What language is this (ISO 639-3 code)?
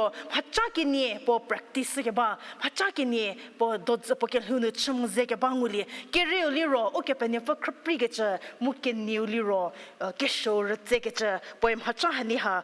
njm